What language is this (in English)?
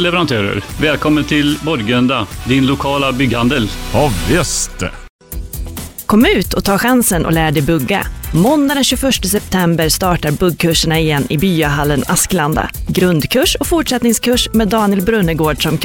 Swedish